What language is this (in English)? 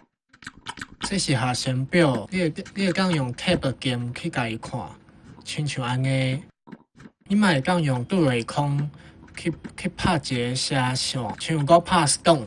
Min Nan Chinese